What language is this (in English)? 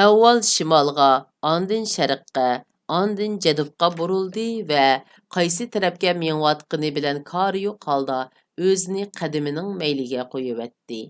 Uyghur